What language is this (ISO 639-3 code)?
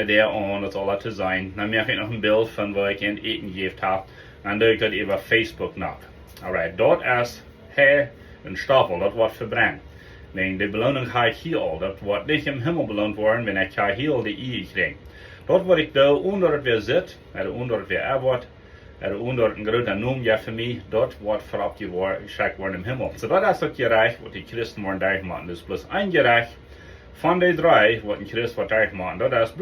pdt